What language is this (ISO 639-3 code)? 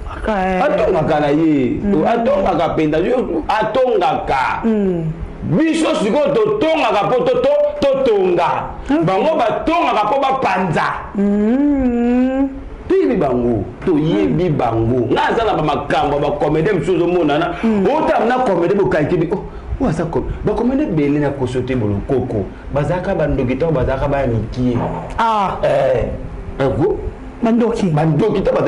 lin